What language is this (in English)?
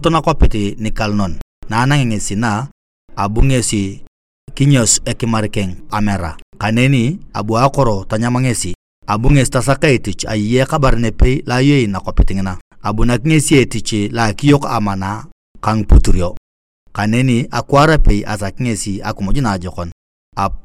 Turkana